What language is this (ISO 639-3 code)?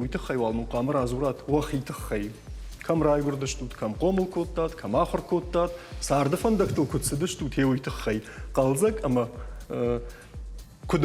oss